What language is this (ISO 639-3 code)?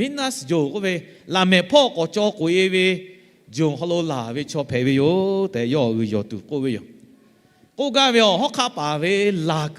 lhu